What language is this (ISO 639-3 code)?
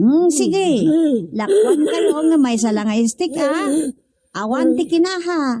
ilo